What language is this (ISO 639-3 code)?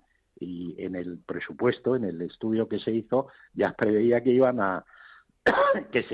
spa